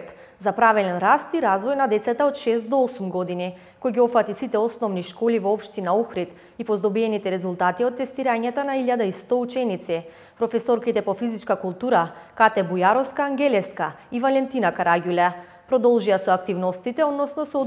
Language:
Macedonian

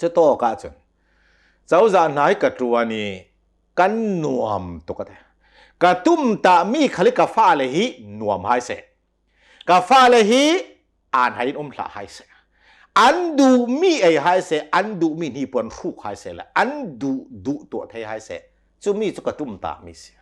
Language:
Hakha Chin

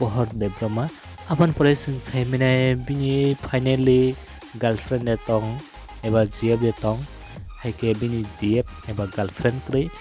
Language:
Kok Borok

